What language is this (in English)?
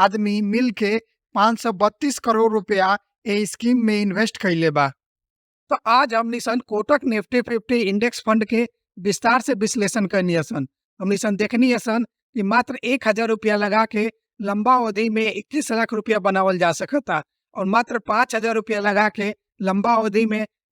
Bhojpuri